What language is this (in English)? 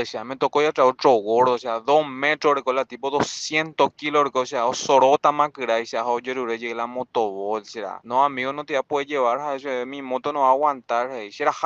Guarani